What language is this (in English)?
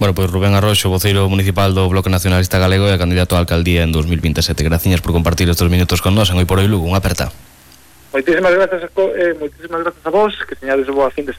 Galician